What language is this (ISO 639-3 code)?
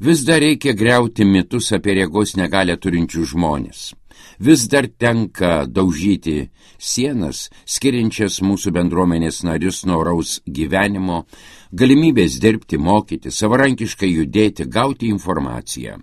lit